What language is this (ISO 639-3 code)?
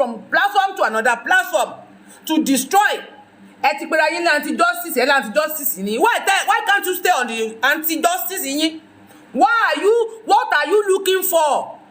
yor